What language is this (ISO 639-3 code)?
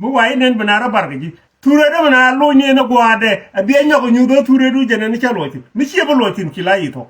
nus